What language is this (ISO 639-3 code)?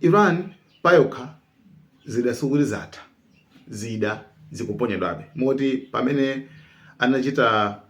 nya